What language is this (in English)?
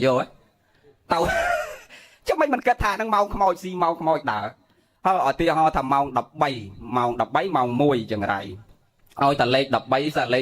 Khmer